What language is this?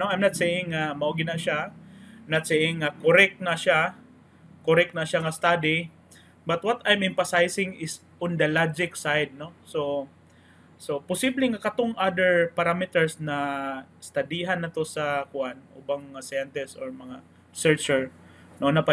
Cebuano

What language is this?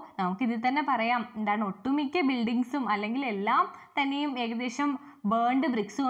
Malayalam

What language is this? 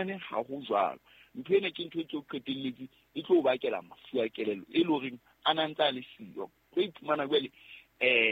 Southern Sotho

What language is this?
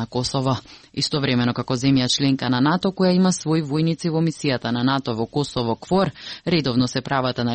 Macedonian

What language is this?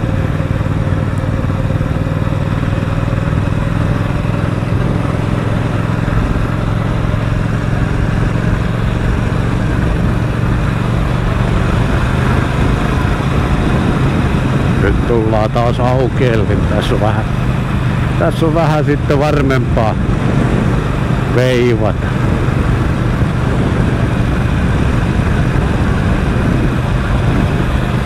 Finnish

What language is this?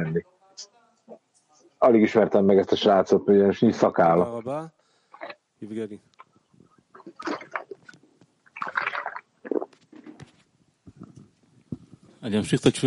Hungarian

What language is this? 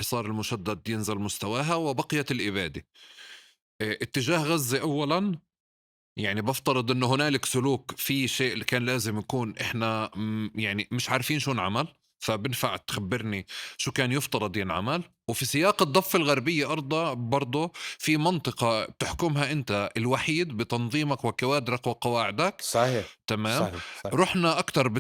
North Levantine Arabic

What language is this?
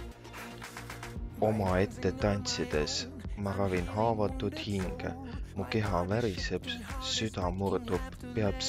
Estonian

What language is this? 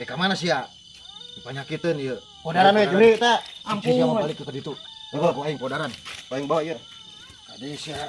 Sundanese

